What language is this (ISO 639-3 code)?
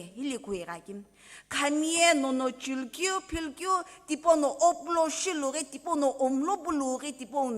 nsm